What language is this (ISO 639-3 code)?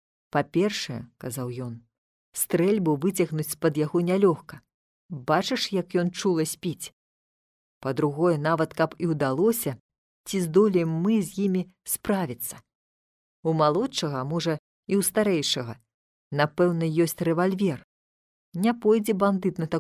bel